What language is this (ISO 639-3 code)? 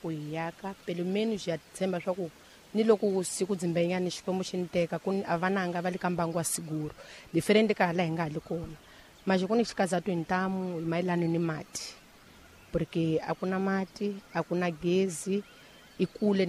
tso